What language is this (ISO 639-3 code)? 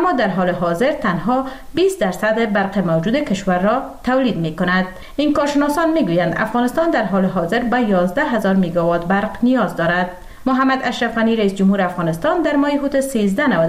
fas